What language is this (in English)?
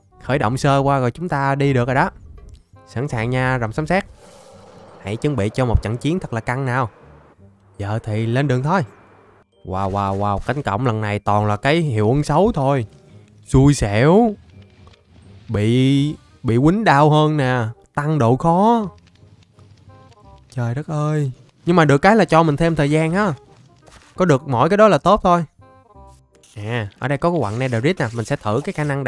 Vietnamese